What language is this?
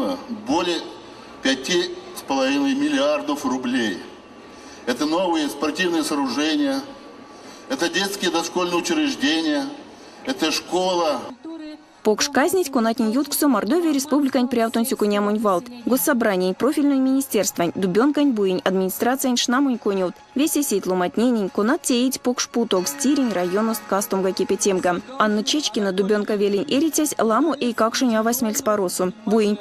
Erzya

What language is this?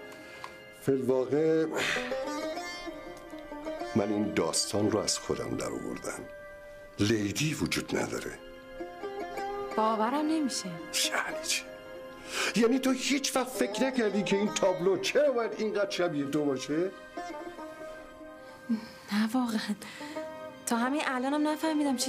Persian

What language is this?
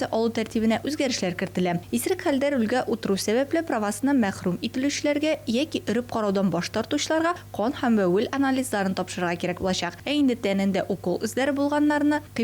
Tatar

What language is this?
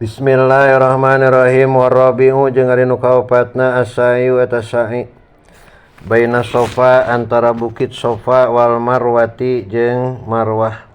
Sundanese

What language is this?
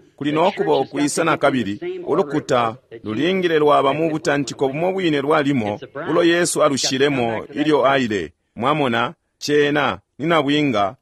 Bemba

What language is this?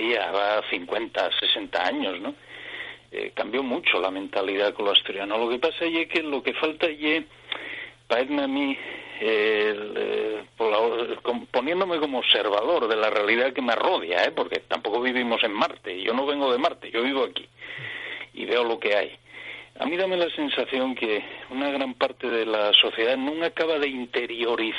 Asturian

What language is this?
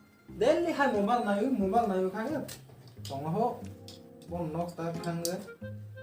Kok Borok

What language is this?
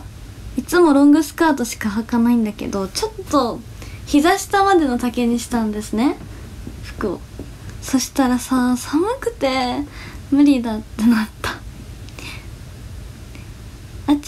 Japanese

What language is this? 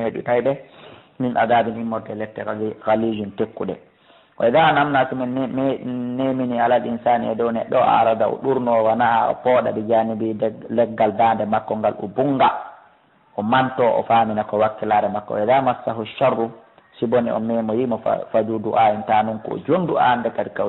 Fula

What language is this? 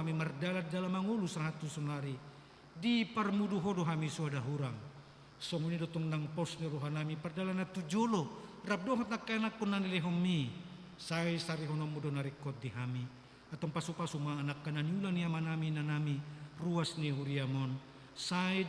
Batak Toba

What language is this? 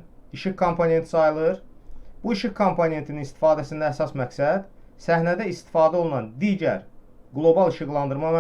Azerbaijani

